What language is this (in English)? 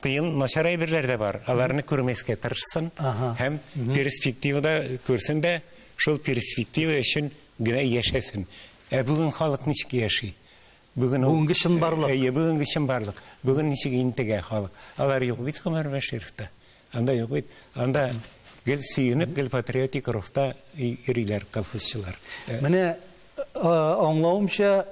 Tatar